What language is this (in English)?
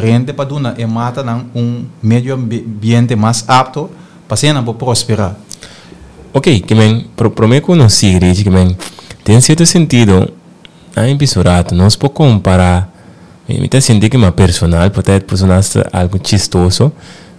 Papiamento